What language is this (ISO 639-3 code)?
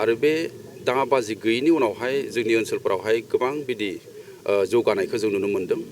brx